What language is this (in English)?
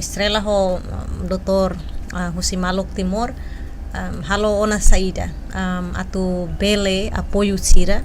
Tetum